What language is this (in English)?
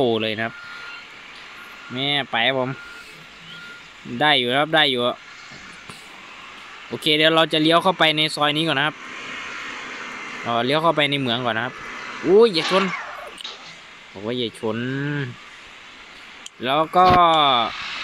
Thai